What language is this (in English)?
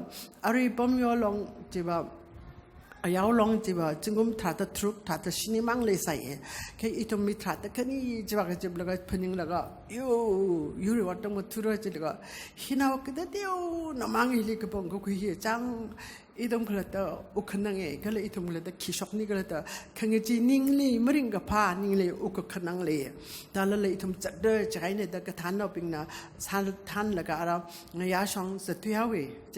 Tangkhul Naga (India)